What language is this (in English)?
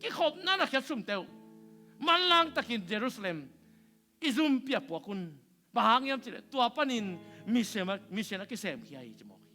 Tedim Chin